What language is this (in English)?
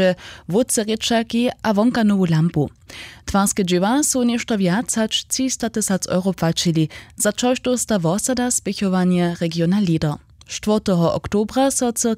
Upper Sorbian